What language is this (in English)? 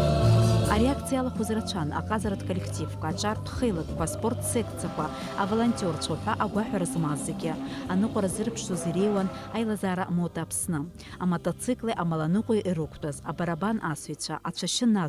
Abkhazian